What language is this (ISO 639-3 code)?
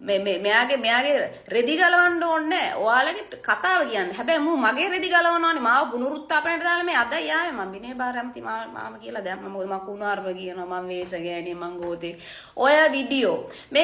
sin